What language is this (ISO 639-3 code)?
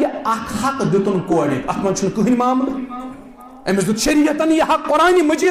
kas